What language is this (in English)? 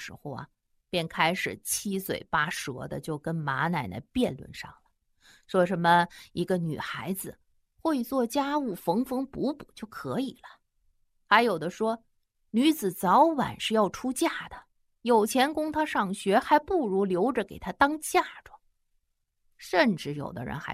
Chinese